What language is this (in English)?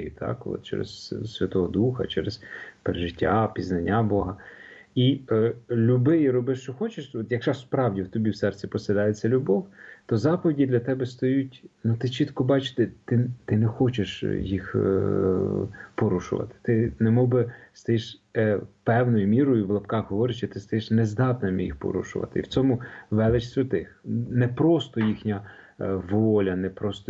Ukrainian